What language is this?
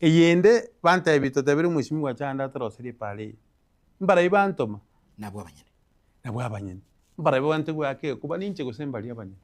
Gusii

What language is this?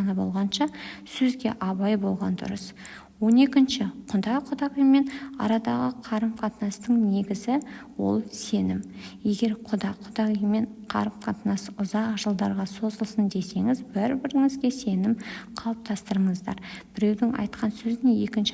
Kazakh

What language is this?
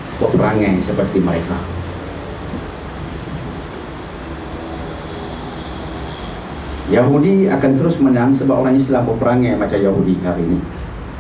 Malay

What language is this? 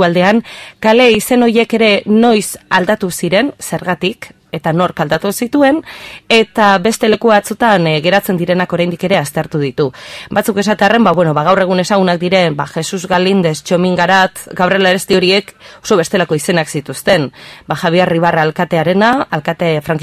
Basque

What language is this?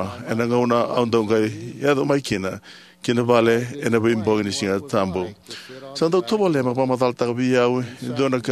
Fijian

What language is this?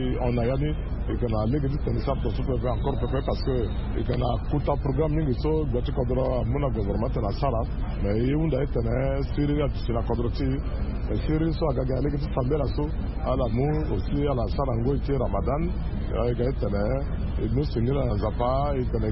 Sango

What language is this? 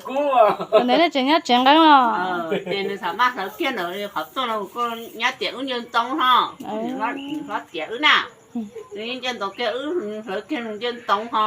Hmong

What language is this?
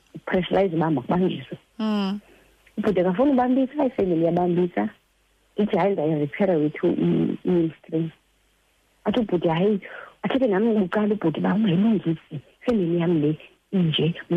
Xhosa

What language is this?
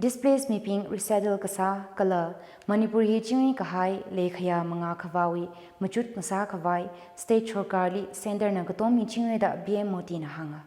Tangkhul Naga (India)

